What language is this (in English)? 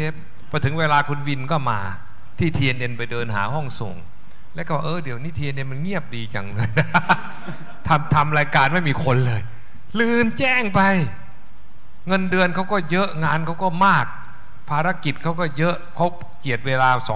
Thai